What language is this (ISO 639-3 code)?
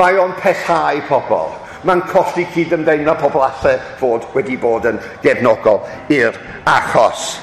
cym